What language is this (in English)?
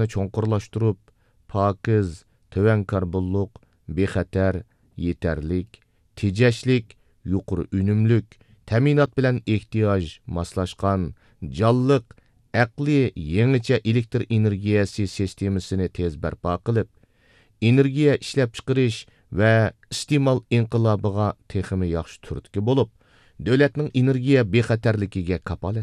Uyghur